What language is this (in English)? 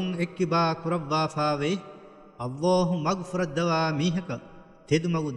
Divehi